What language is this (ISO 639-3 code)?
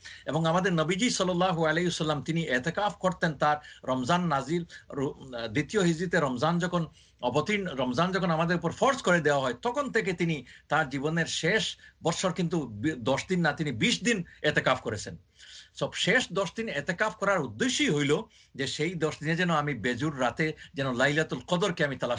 ben